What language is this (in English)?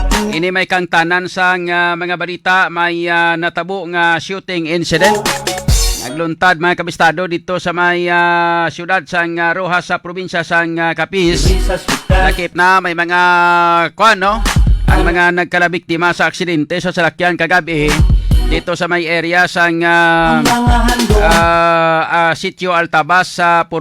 Hiligaynon